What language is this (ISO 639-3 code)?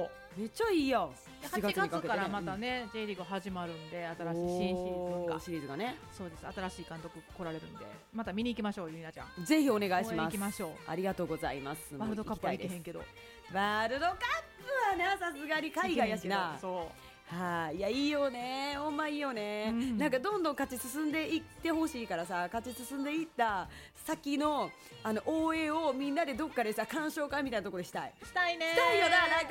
jpn